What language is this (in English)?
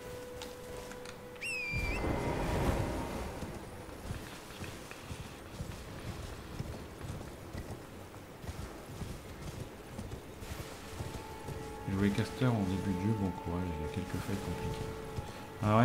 French